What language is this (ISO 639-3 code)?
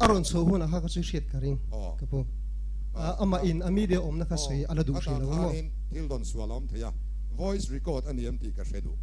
lus